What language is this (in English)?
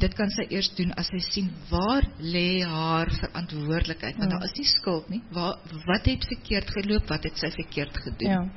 Afrikaans